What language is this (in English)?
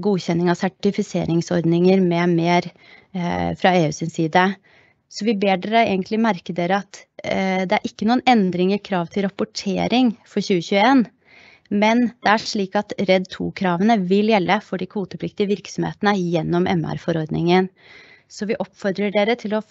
Norwegian